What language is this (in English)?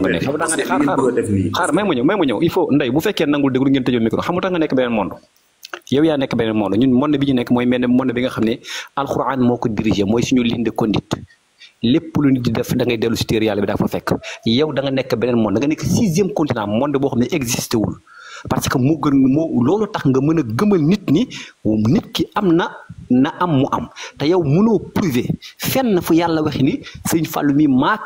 Wolof